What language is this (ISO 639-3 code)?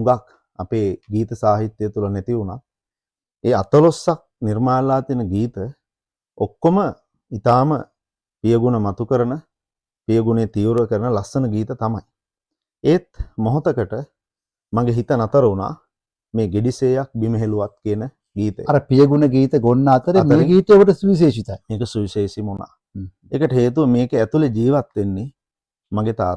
sin